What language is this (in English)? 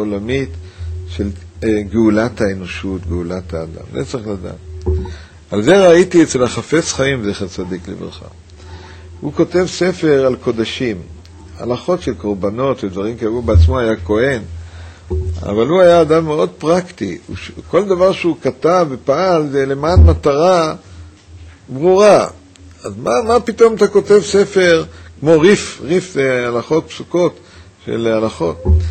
Hebrew